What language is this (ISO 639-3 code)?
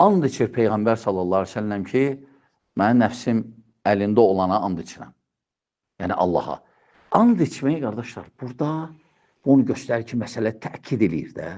aze